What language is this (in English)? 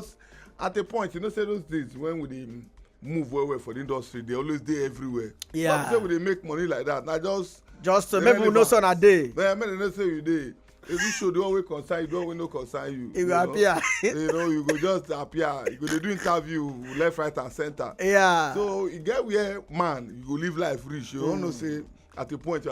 Nigerian Pidgin